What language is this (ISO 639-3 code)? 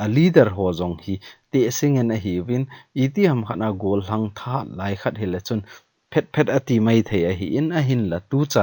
tcz